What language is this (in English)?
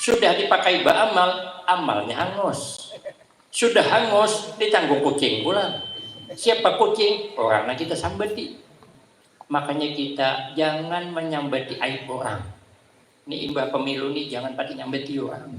Banjar